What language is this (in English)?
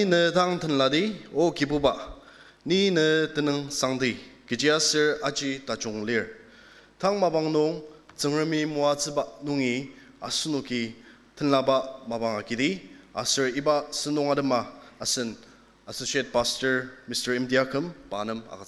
Ao Naga